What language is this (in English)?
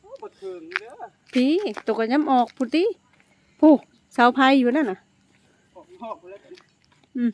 Northeastern Thai